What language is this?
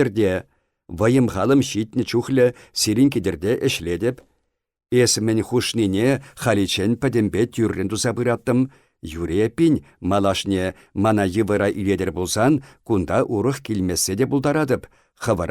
Chuvash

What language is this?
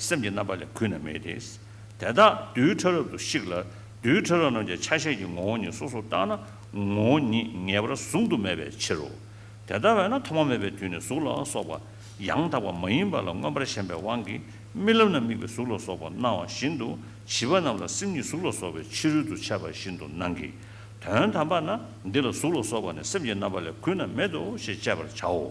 Tibetan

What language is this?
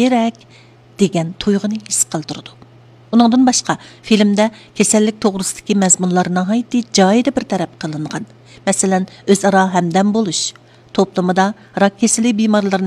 Uyghur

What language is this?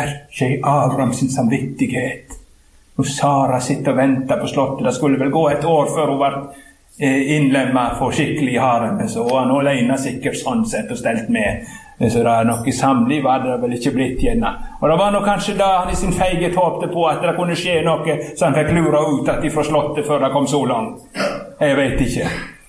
Norwegian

